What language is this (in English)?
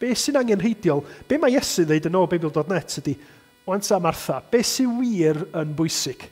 Welsh